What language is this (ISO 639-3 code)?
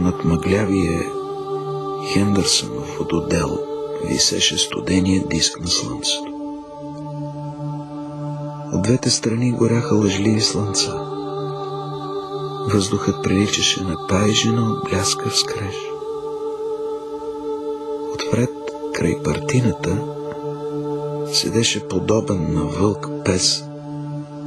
bul